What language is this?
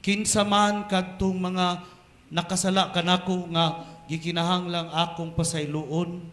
Cebuano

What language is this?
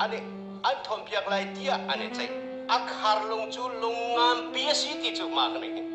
Hakha Chin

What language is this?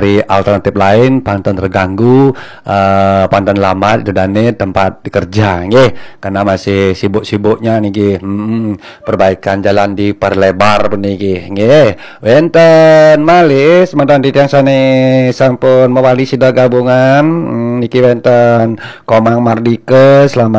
Balinese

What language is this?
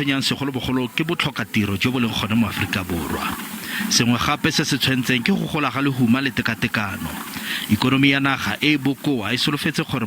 Tswana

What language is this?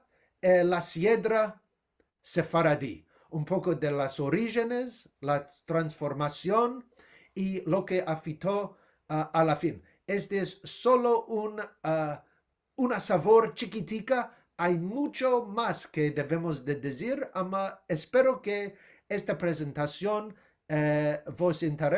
Ladino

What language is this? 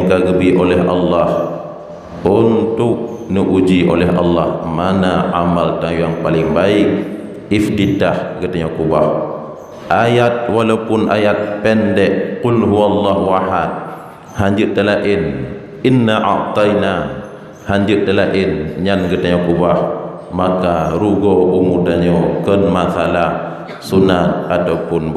Achinese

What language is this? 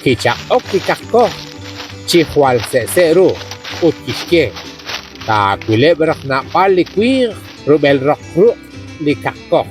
Kekchí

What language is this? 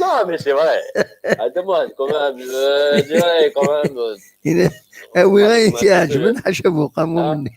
Kabyle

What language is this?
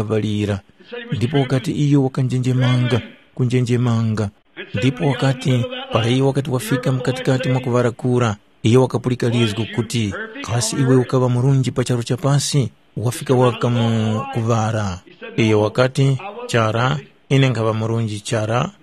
Tumbuka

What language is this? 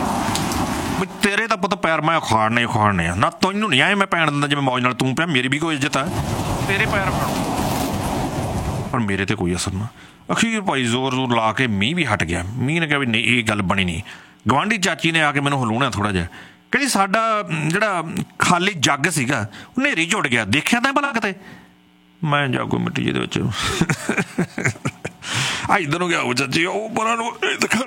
Punjabi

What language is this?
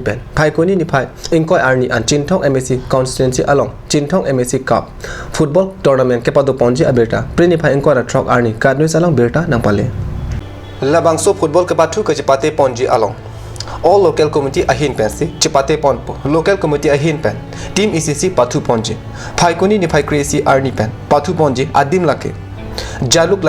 Karbi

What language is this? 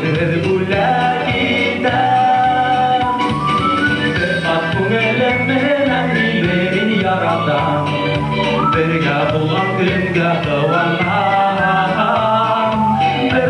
Bashkir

